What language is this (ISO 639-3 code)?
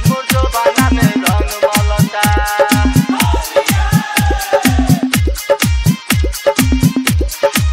bho